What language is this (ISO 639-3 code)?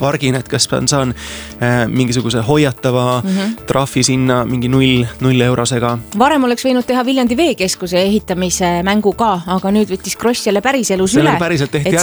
est